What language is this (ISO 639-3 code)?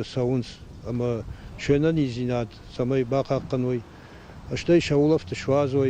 oss